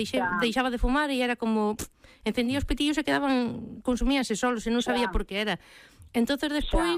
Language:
Galician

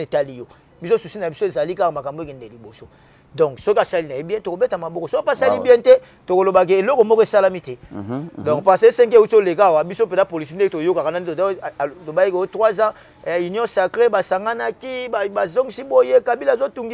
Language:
Lingala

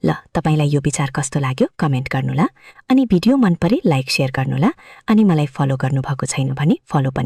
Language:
Nepali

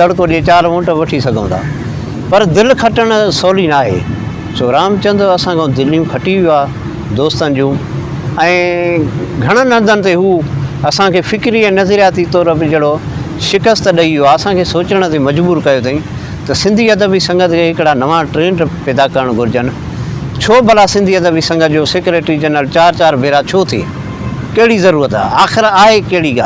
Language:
Sindhi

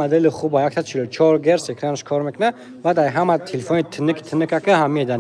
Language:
Tajik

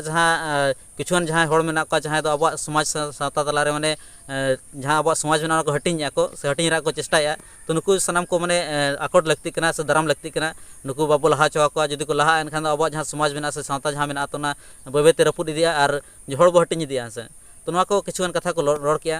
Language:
Santali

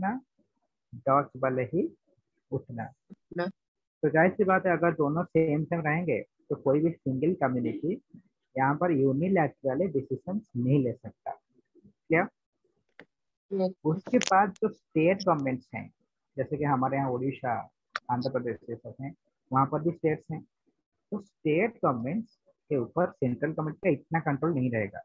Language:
Hindi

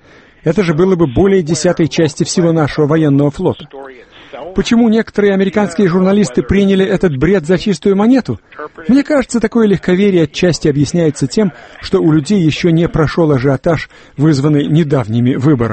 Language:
Russian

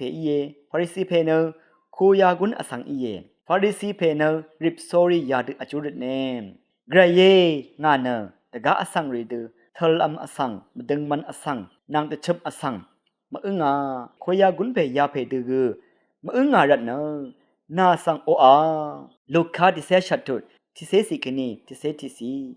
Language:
Rawang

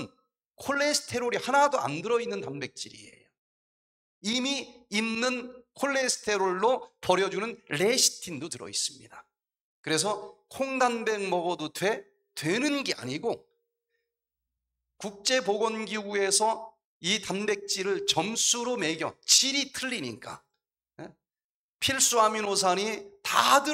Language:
Korean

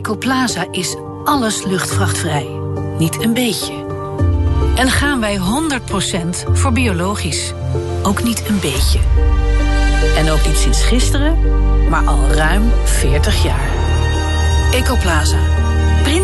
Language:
Dutch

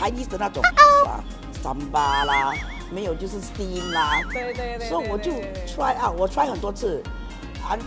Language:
Chinese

